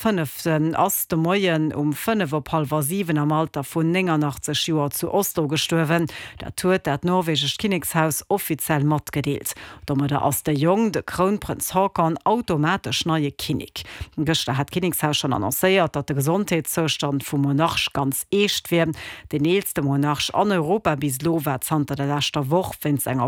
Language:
Luxembourgish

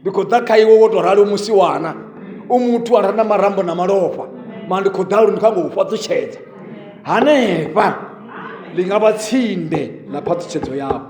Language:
Venda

